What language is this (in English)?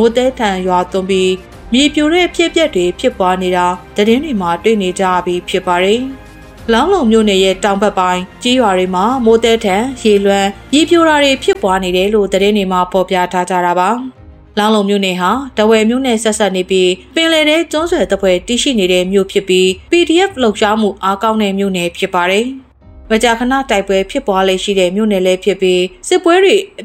Burmese